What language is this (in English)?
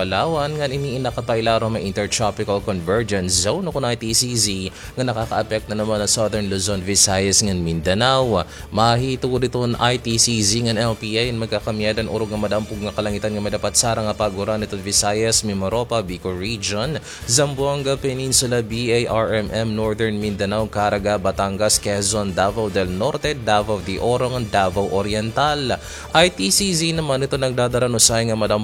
Waray